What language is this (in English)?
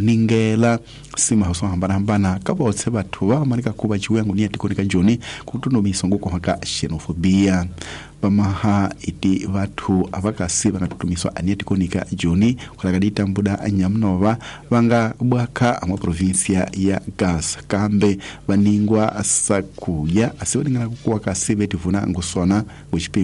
Tsonga